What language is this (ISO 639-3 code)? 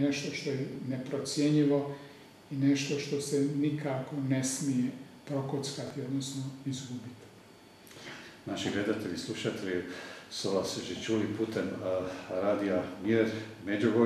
hrv